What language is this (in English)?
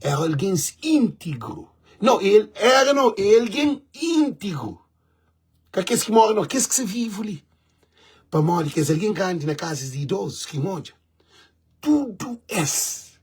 Kabuverdianu